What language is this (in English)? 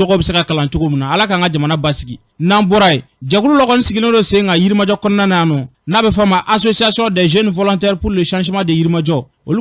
Bambara